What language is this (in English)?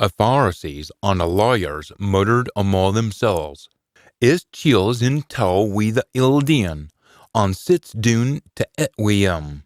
Scots